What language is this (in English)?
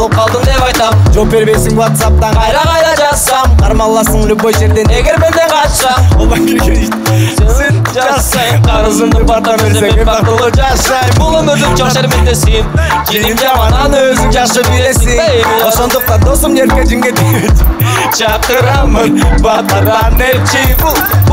Kyrgyz